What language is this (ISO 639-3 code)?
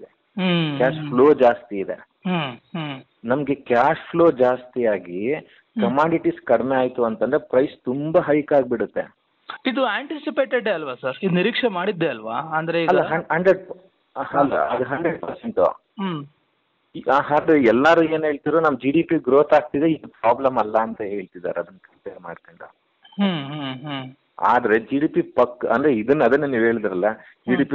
kan